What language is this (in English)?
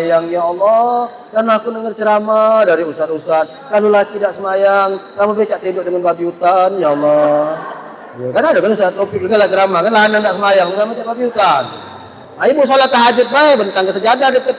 Musi